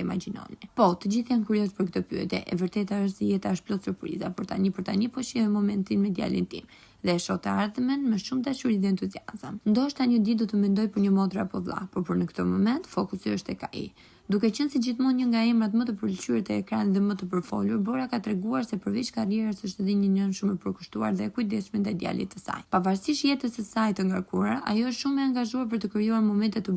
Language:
Albanian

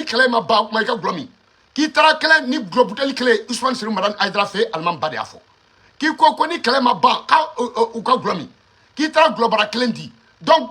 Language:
Bambara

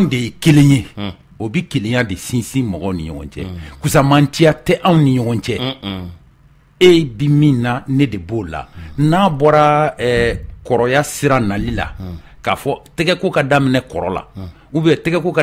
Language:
Bambara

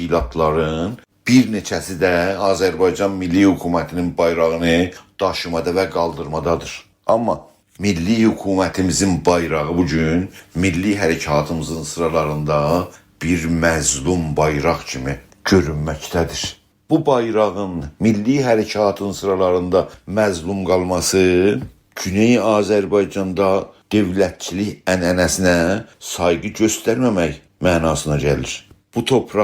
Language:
South Azerbaijani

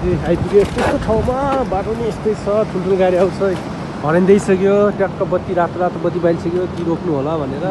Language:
Nepali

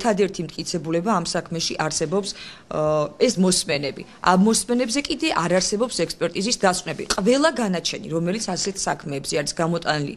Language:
Georgian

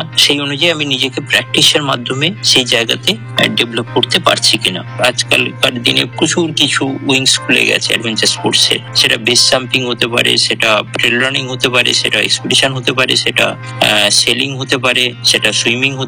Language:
Bangla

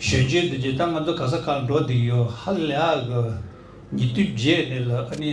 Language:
Tibetan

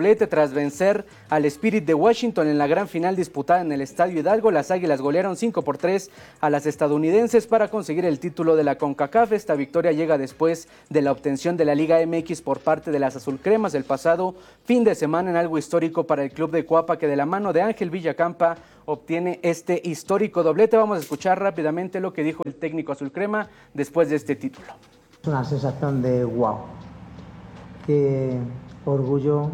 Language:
Spanish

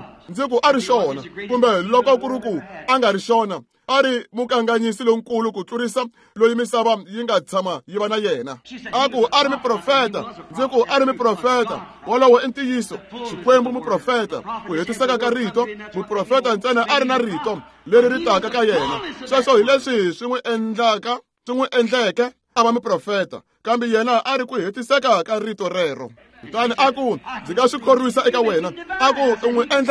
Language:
Tsonga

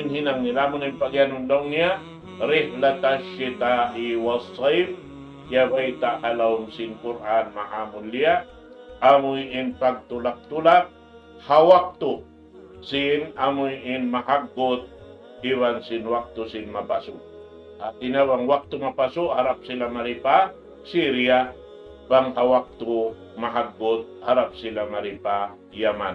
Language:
Tausug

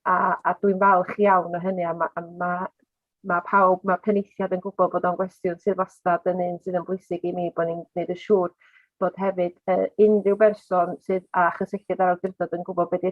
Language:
Welsh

